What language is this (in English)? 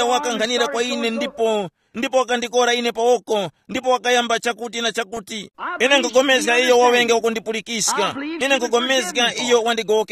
Tumbuka